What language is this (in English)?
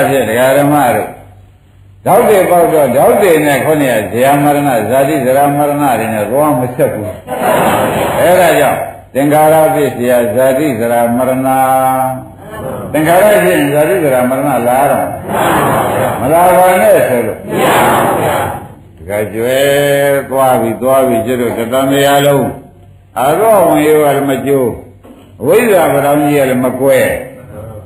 Burmese